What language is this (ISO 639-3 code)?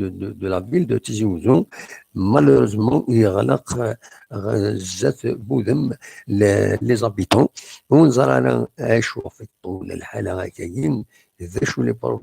kab